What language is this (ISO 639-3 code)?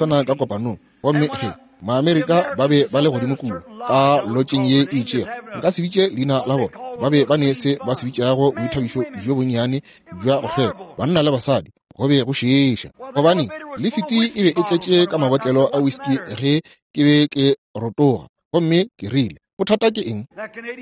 nso